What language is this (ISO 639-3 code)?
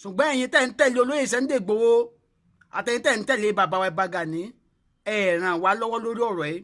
yor